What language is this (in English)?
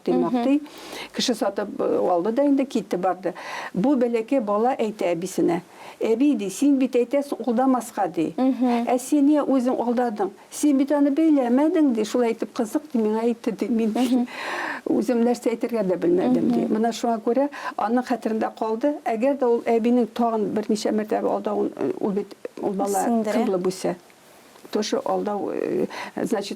Tatar